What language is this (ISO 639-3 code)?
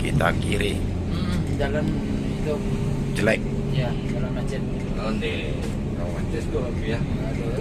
min